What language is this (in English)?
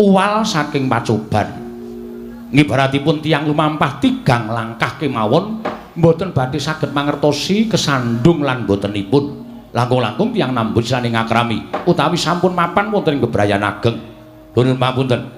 Javanese